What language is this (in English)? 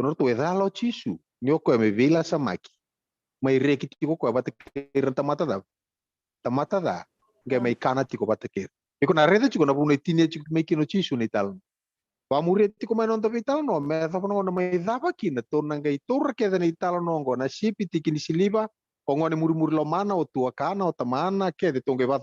Fijian